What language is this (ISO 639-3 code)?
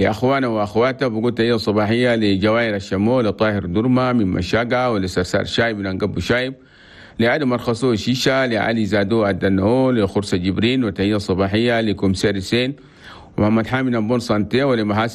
shu